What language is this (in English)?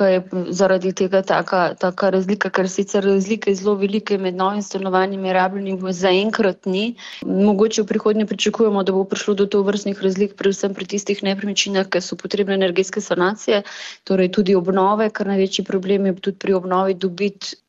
Slovenian